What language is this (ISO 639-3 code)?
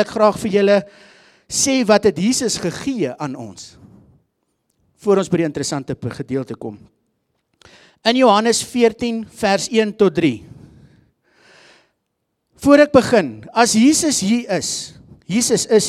afr